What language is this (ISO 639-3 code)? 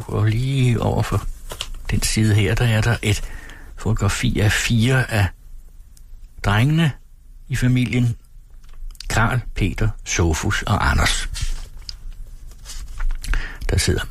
dan